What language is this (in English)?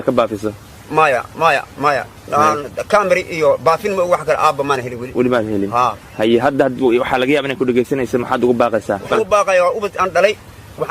Somali